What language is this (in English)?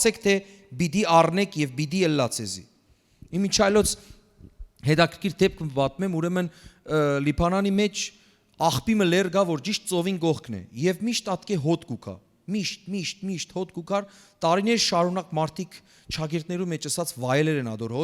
Western Armenian